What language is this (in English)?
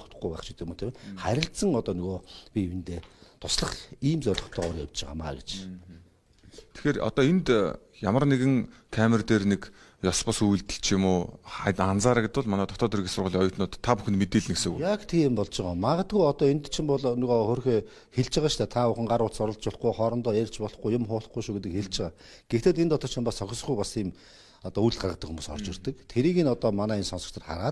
Mongolian